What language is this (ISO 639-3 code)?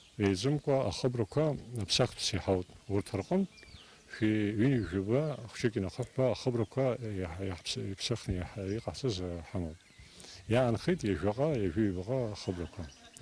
abk